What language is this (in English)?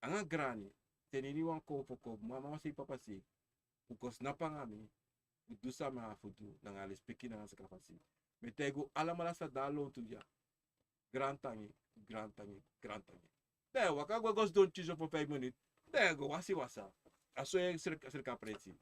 Sranan Tongo